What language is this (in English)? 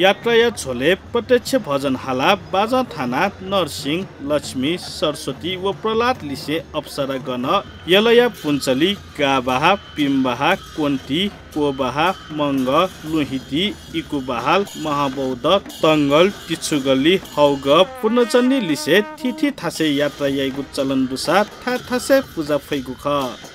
Newari